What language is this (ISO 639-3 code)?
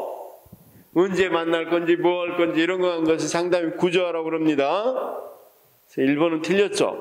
kor